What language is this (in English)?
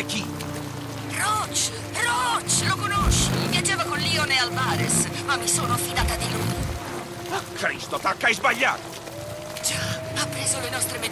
Italian